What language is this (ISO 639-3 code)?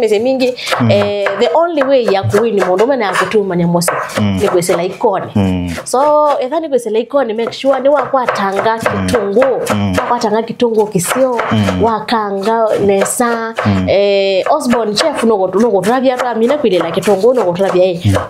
kam